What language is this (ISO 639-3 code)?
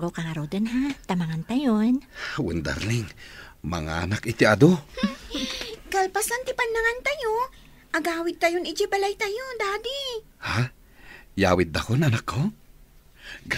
ilo